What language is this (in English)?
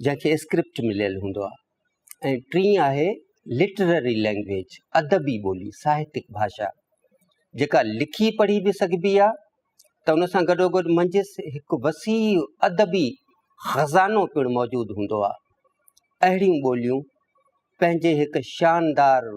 Sindhi